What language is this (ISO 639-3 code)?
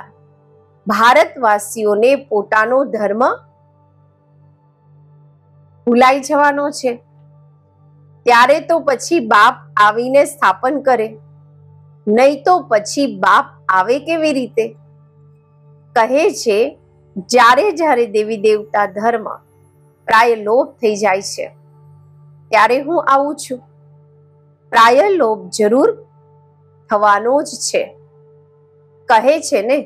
guj